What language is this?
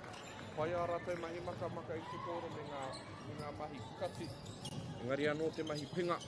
Māori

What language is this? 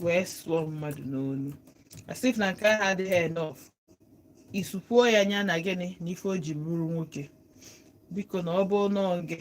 Igbo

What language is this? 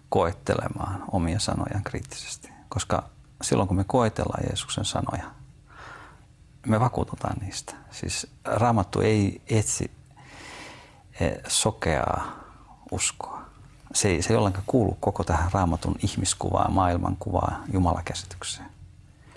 Finnish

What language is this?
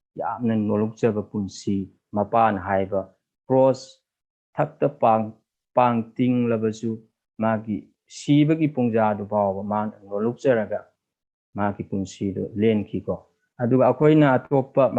Manipuri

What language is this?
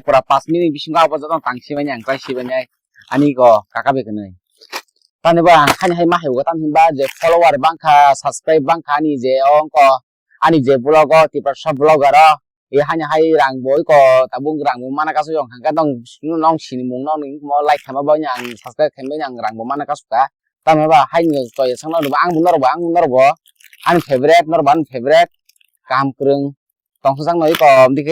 Kok Borok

